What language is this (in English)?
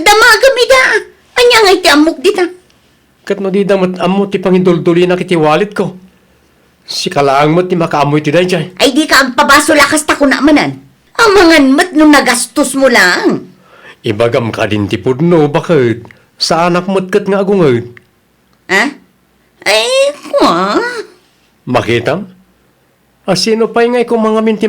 Iloko